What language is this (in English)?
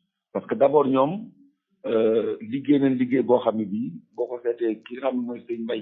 Wolof